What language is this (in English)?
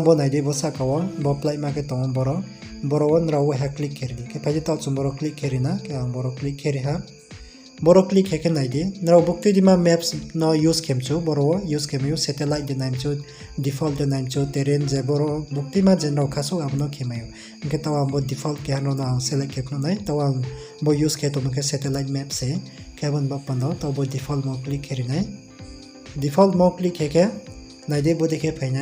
Riang (India)